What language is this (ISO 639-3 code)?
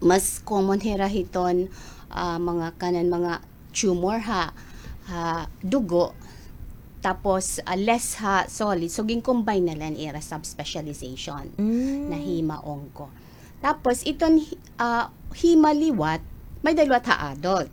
war